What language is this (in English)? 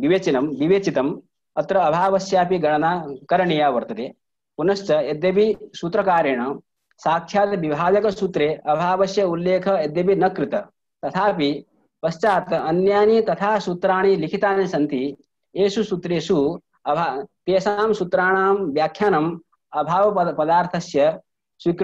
Sanskrit